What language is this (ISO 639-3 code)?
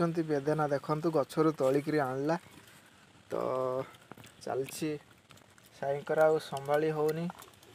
ori